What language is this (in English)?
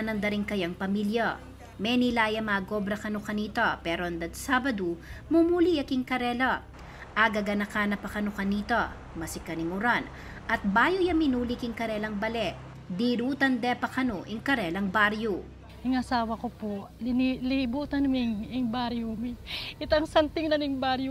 Pampanga